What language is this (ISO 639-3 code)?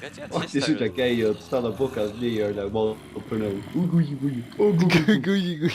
fao